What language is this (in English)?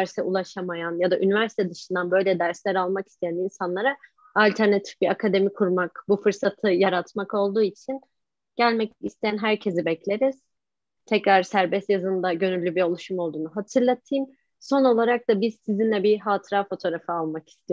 Turkish